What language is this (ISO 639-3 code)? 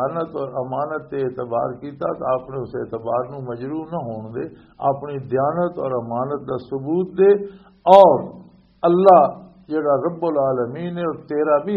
lah